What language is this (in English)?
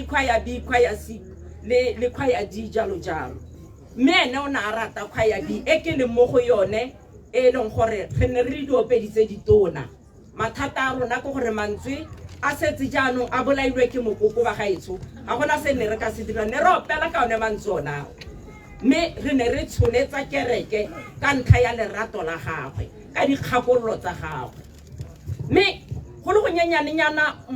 Tswana